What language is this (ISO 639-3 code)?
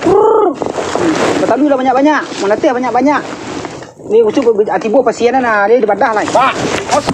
min